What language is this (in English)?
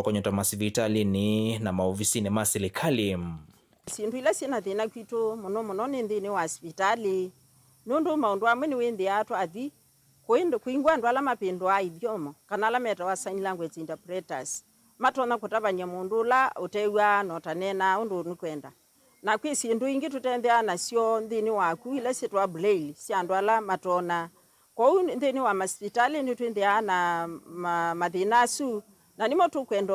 Kamba